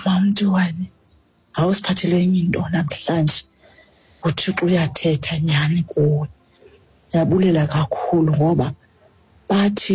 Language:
Xhosa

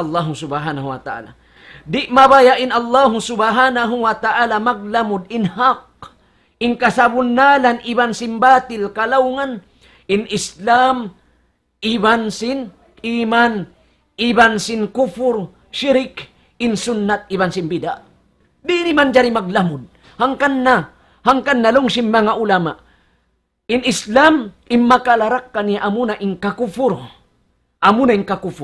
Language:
Tausug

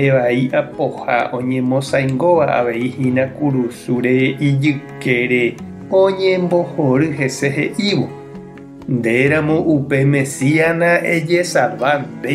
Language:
Guarani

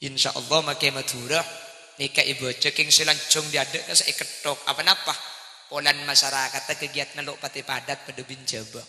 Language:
Madurese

